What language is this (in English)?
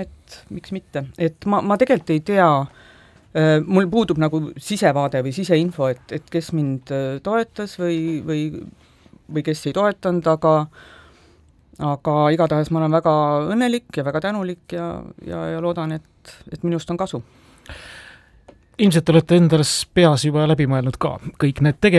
Estonian